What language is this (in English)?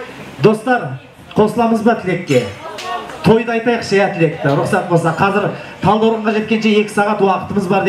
Kazakh